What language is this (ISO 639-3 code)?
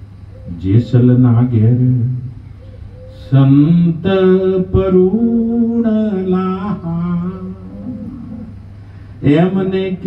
guj